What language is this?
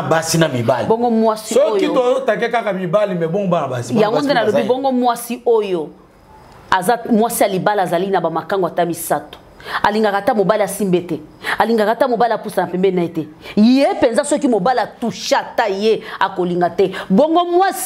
Lingala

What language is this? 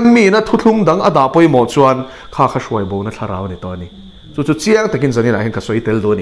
Mizo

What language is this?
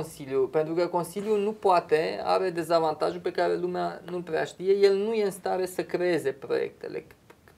Romanian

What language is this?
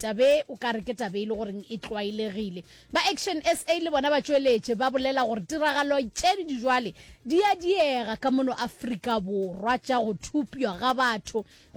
Northern Sotho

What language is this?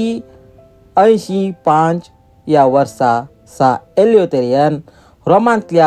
Konkani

